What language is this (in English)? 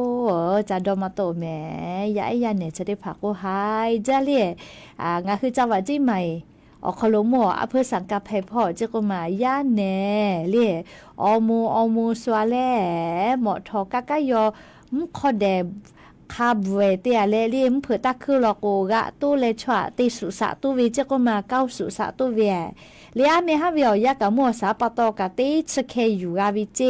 Lahu